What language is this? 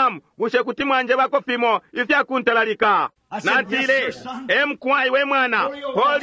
Bemba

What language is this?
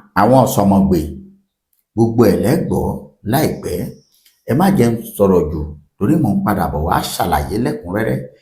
Yoruba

